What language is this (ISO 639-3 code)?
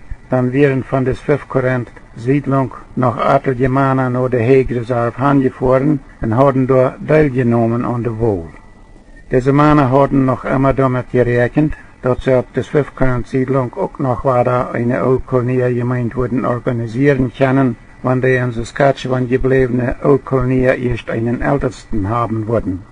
pdt